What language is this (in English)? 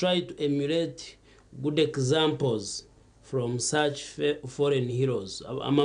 Nyankole